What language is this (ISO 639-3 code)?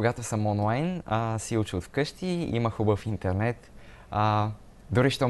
bul